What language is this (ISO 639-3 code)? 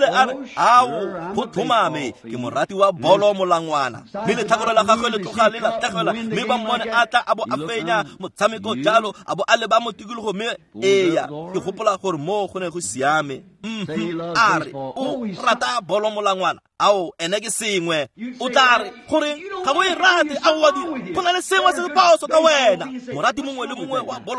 tsn